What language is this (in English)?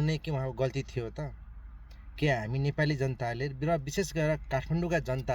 Nepali